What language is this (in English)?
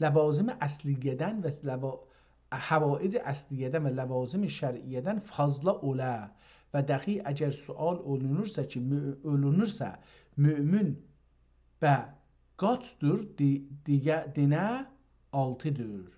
South Azerbaijani